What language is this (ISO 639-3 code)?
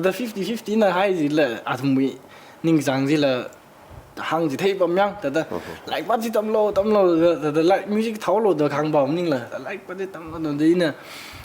nmf